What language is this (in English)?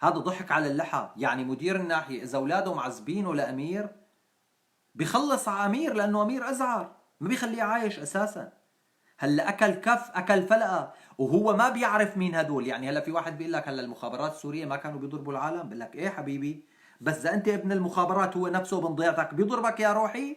North Levantine Arabic